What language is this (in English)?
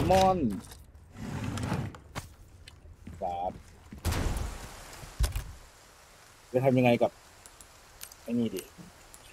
Thai